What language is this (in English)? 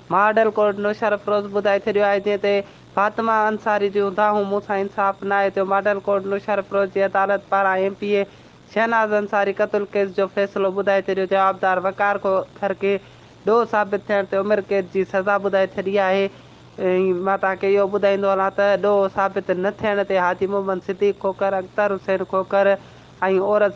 Sindhi